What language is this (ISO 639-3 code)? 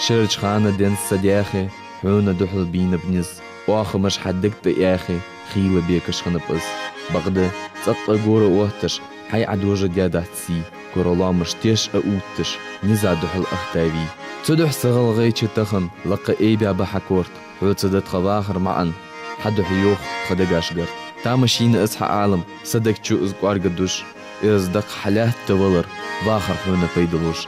inh